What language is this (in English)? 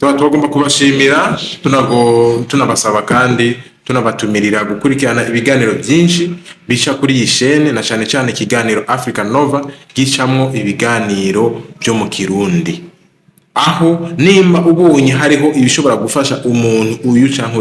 Rundi